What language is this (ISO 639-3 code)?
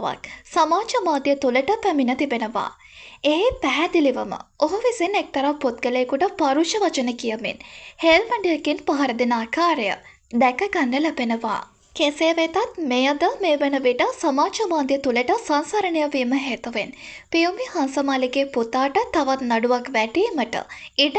sin